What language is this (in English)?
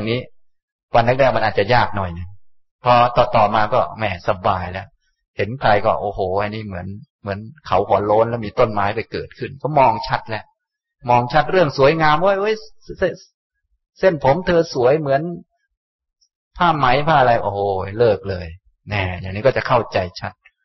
Thai